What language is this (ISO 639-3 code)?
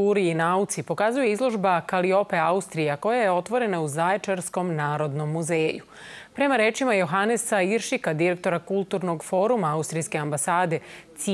srp